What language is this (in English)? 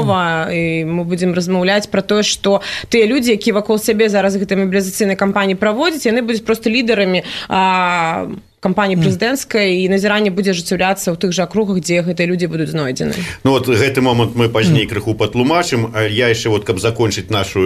Belarusian